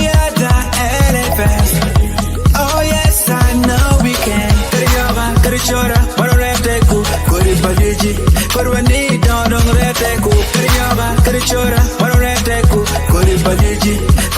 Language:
Acoli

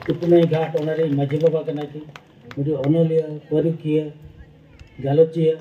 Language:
Santali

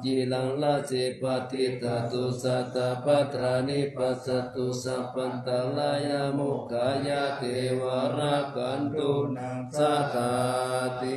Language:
Pali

